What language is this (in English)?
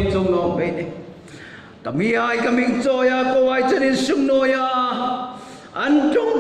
Hmar